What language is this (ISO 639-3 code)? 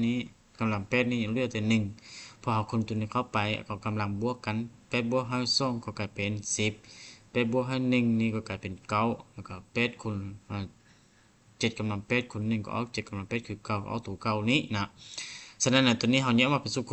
lao